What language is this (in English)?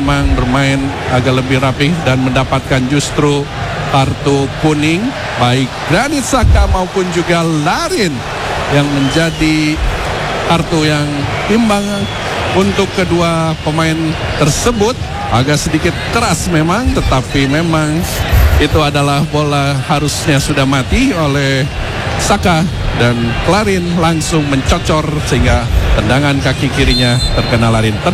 Indonesian